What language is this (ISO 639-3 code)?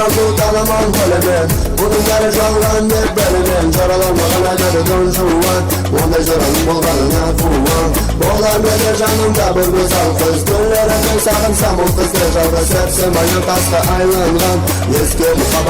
kaa